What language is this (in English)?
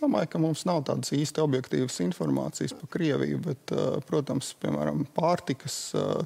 Latvian